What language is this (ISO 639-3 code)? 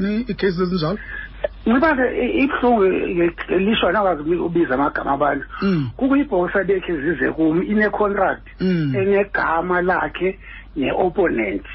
xho